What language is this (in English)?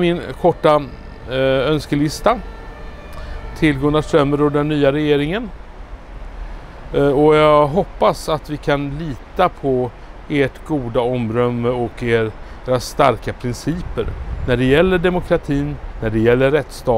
Swedish